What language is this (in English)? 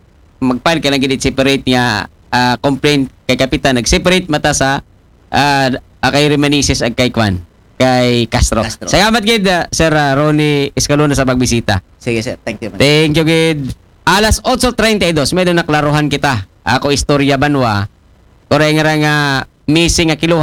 Aklanon